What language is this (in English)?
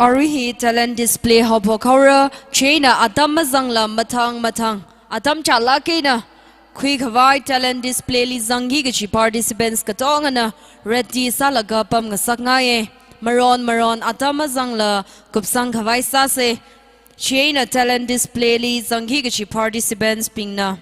Tangkhul Naga (India)